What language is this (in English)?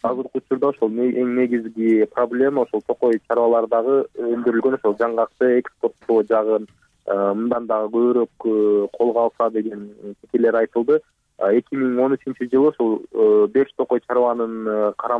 Kyrgyz